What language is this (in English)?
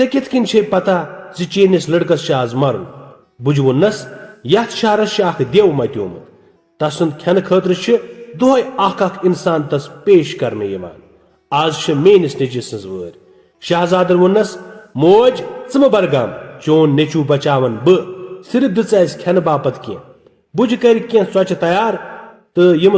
Kashmiri